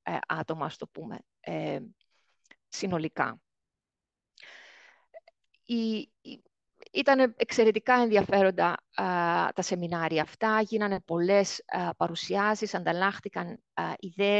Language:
Greek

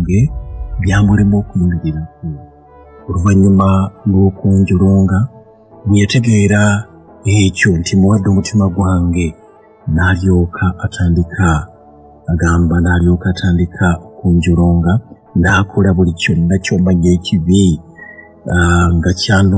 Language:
Ganda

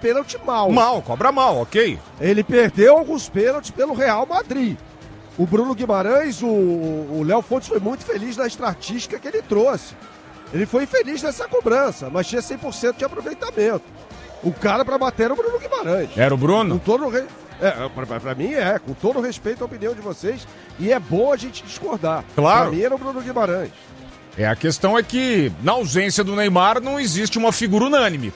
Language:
Portuguese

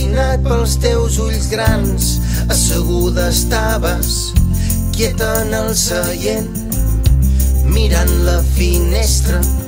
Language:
Catalan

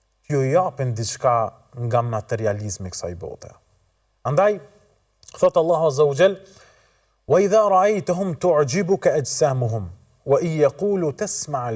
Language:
Albanian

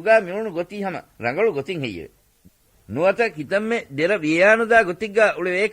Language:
Divehi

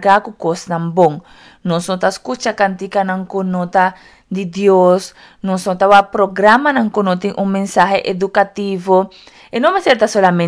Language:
Papiamento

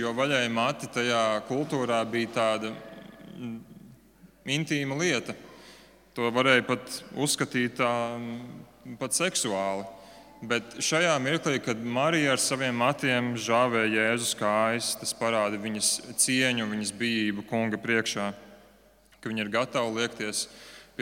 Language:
Latvian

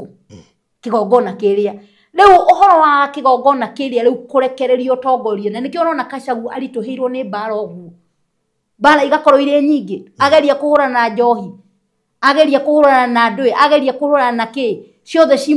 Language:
Kikuyu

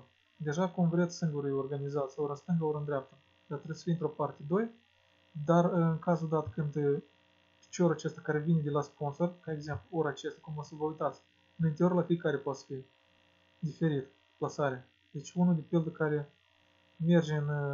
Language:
Romanian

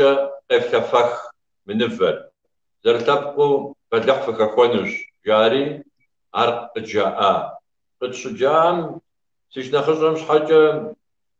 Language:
Kabardian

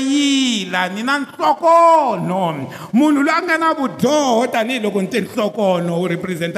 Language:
Tsonga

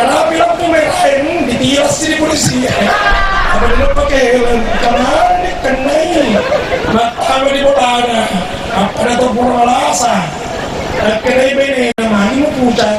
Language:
Buginese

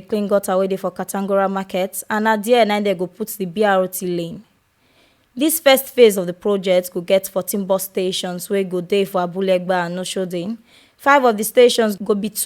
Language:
Nigerian Pidgin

